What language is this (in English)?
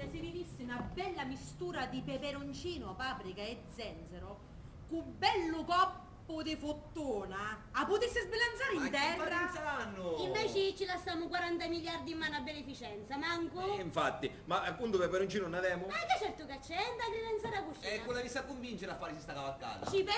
Sicilian